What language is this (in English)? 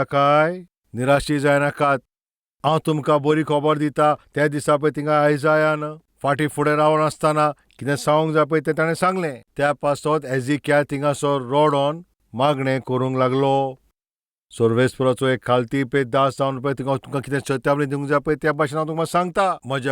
Konkani